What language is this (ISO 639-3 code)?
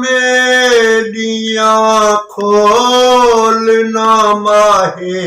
skr